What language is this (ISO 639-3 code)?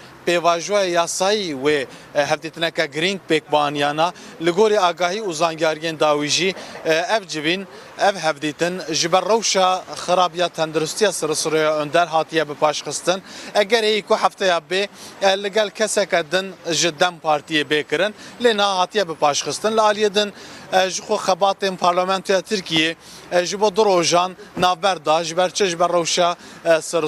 kur